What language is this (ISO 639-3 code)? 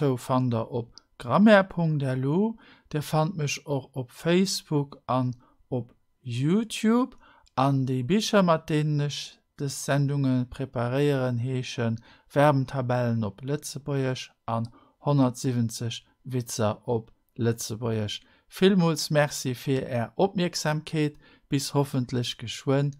ltz